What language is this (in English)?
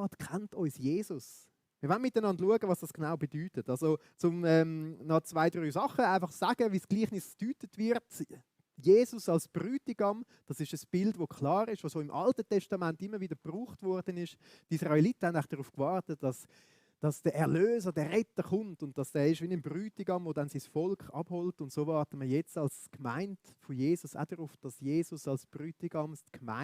Swiss German